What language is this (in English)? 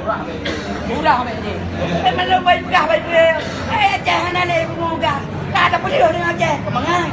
Achinese